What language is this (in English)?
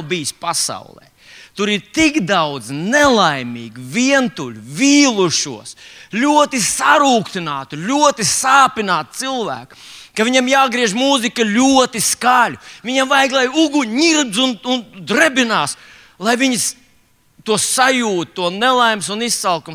Latvian